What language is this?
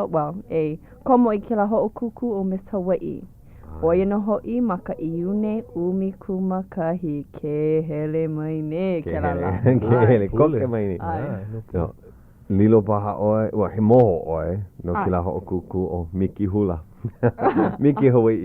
Hawaiian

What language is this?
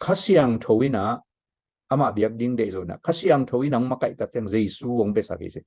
Tedim Chin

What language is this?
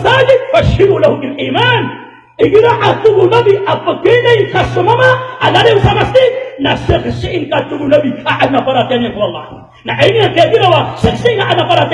Maranao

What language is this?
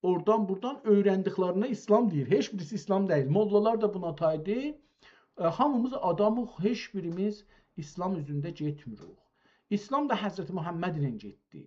South Azerbaijani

